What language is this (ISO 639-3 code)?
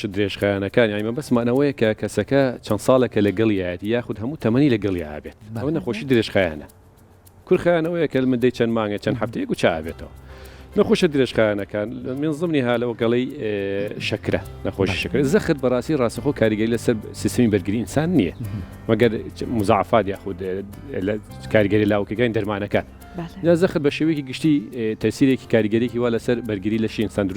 ckb